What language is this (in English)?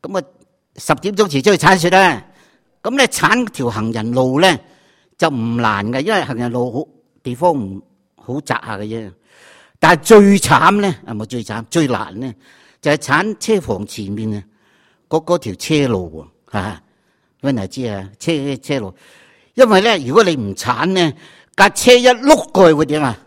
Cantonese